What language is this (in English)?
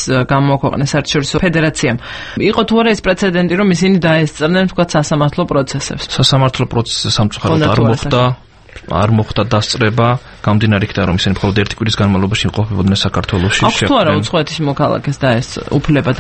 Georgian